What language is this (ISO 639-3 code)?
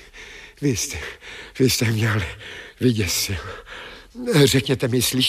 ces